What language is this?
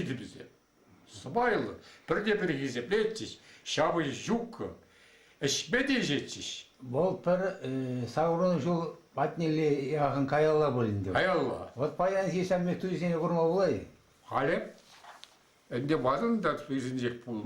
Chuvash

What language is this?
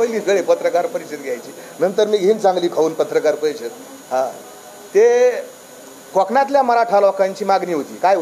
Marathi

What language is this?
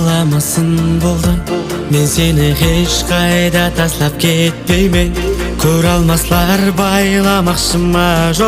Kara-Kalpak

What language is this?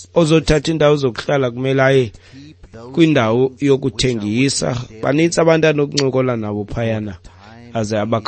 Xhosa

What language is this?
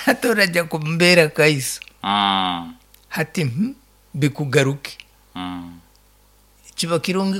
Nyoro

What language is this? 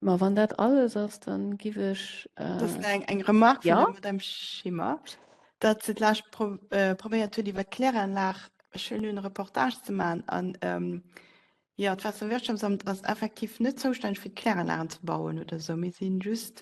Luxembourgish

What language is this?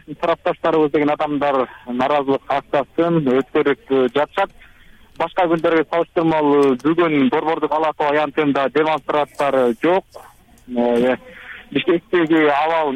Kyrgyz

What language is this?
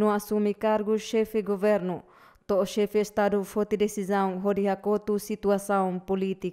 Tetum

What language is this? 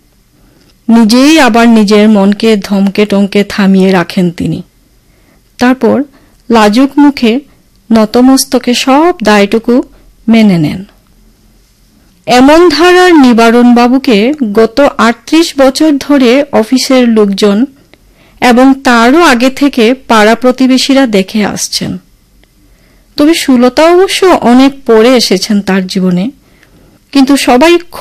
Bangla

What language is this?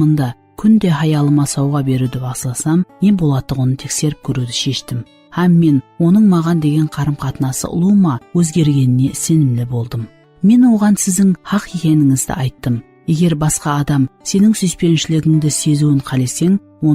Kara-Kalpak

